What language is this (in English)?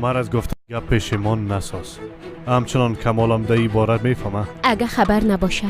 Persian